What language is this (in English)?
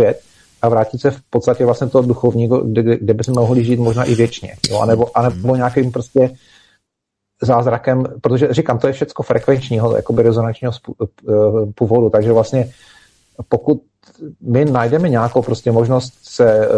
Czech